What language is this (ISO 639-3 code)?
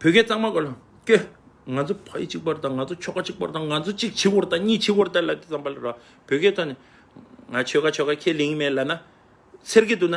bod